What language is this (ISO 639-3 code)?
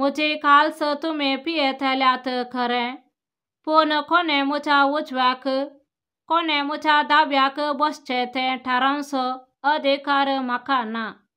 kok